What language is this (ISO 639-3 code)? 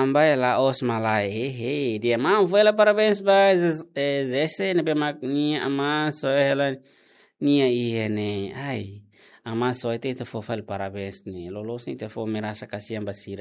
tet